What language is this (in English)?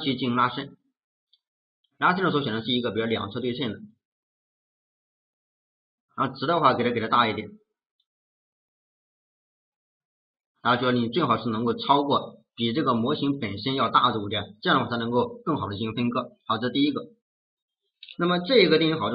Chinese